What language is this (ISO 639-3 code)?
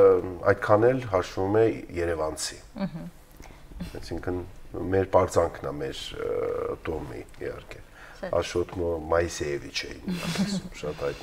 hye